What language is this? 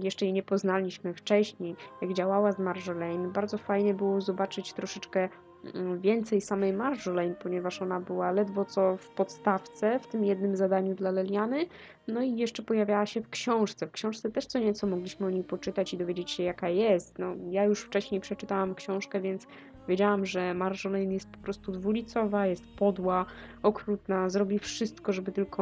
Polish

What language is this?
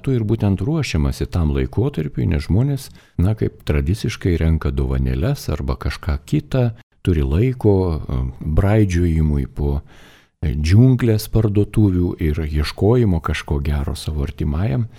Lithuanian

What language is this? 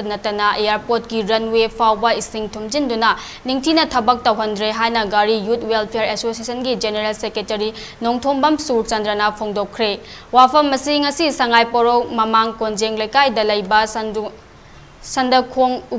Manipuri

